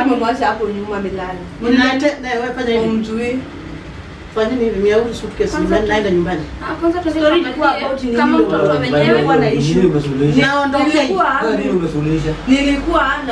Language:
Swahili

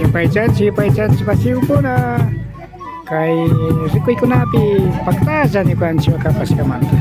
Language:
Imbabura Highland Quichua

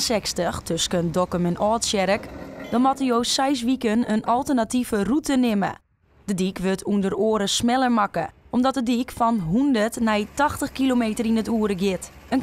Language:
Western Frisian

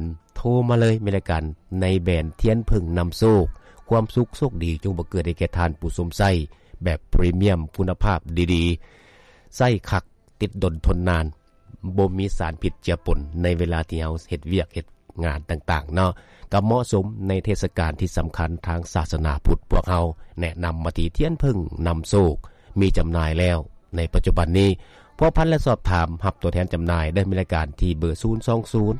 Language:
Lao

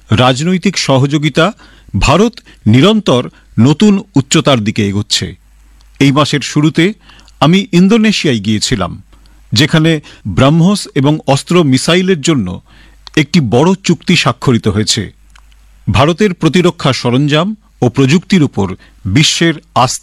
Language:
Bangla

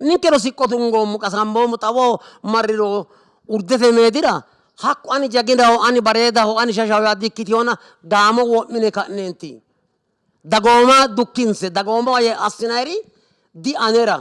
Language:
Sidamo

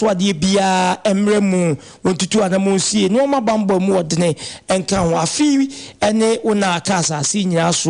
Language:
Akan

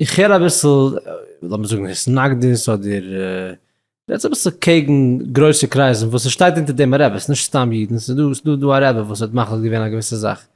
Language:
Yiddish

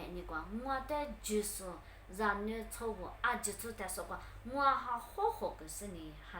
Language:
Lisu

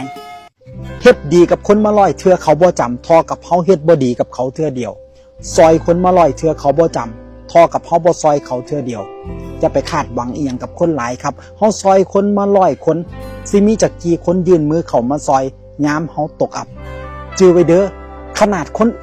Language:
Northeastern Thai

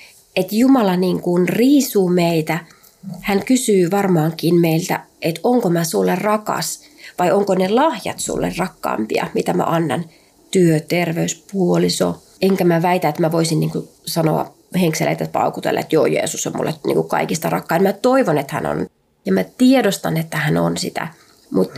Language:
Finnish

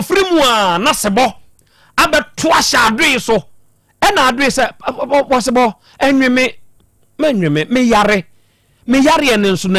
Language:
Akan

